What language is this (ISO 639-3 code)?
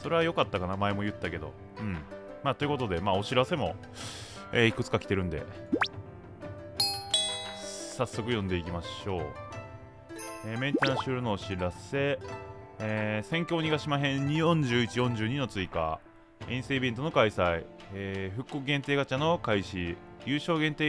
jpn